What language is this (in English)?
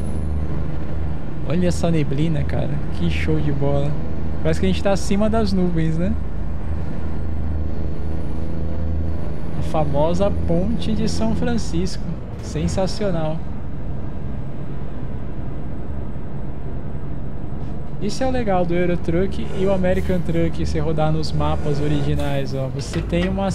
Portuguese